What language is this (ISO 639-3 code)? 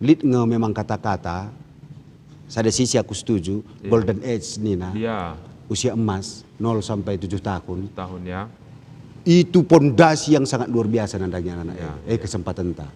btx